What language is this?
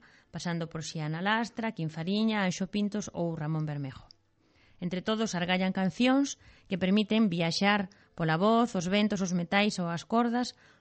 Galician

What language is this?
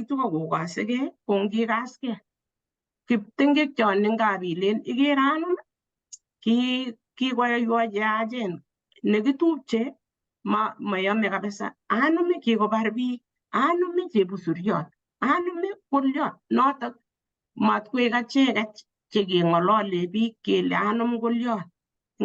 Kalenjin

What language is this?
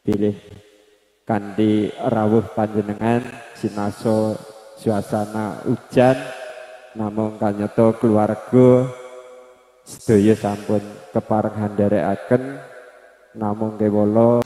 Javanese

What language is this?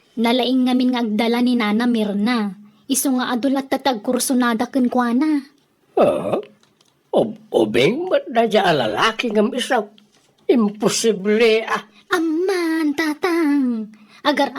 Iloko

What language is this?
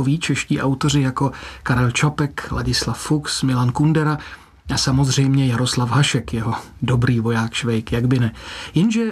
Czech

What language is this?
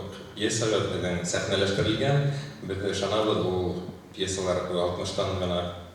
Bashkir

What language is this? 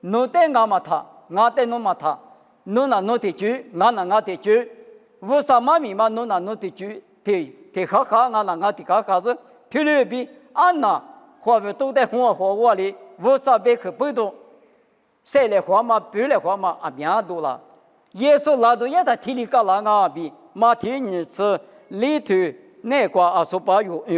Lisu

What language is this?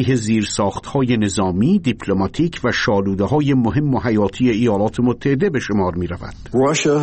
Persian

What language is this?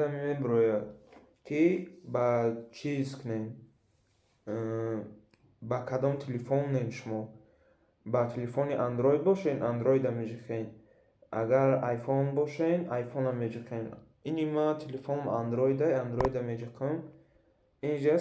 Tajik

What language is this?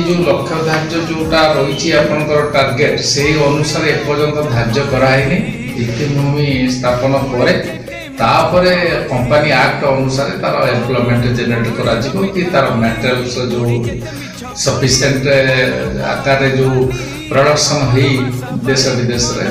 Odia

